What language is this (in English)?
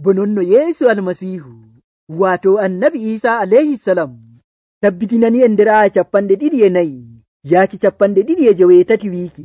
Nigerian Fulfulde